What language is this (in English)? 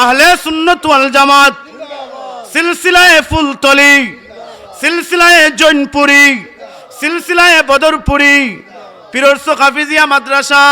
Sylheti